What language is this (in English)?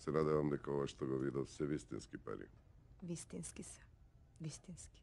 Macedonian